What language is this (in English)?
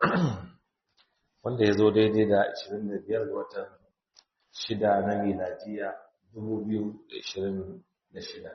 Hausa